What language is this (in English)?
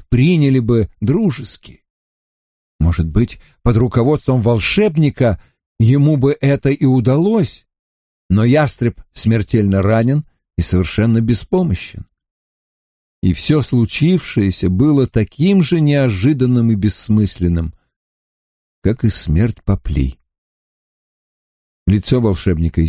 Russian